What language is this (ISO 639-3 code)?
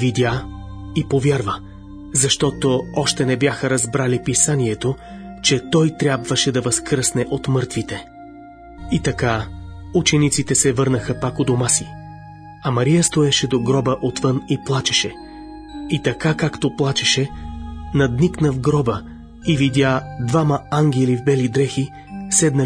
bul